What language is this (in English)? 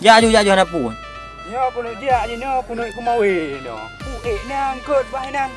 Achinese